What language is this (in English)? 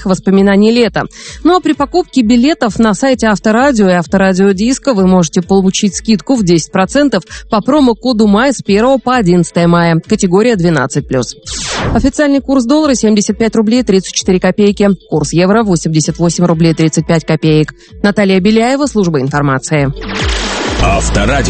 Russian